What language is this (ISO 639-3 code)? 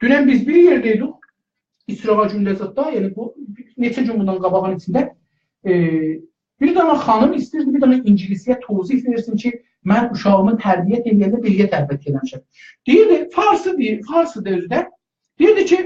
azb